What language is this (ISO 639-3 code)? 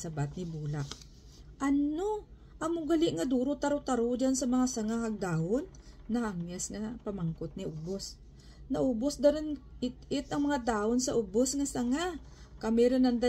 krj